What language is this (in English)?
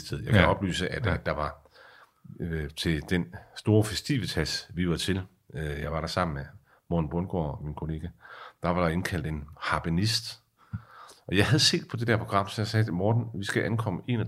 Danish